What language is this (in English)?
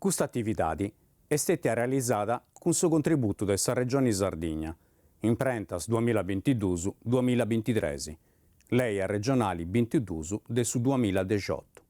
Sardinian